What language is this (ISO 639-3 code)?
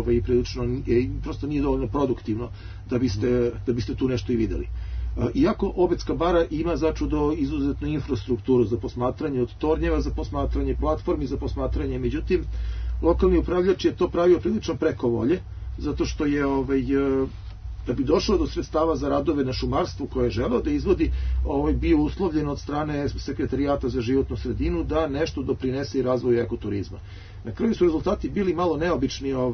srp